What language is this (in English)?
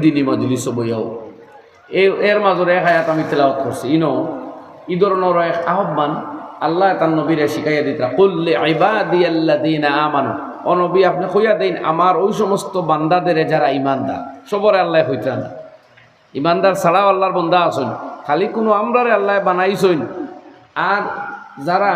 Sylheti